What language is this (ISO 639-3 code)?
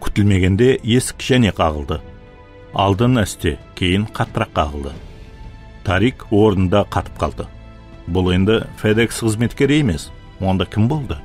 kaa